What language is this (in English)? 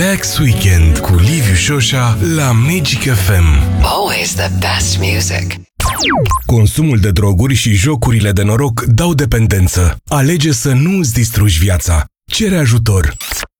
Romanian